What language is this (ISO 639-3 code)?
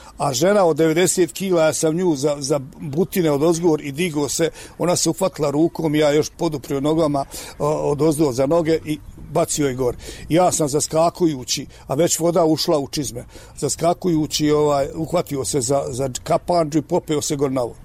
srp